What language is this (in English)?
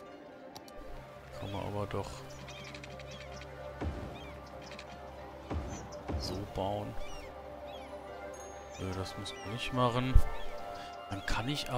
German